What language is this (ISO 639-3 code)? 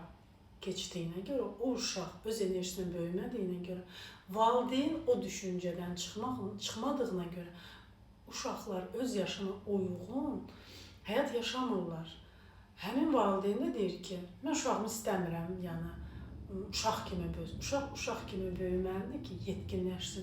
aze